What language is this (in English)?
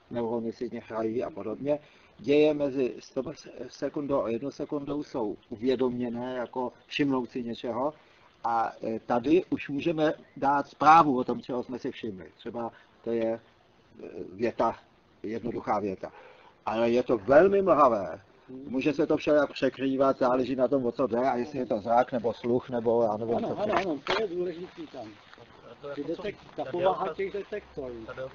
Czech